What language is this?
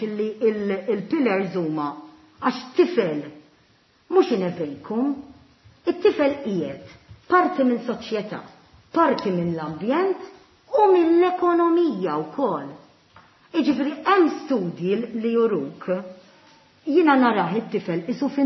Maltese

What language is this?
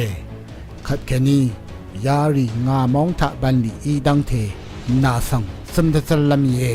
Rawang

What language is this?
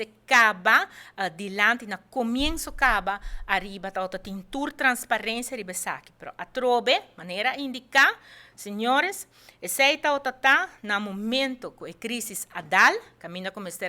Papiamento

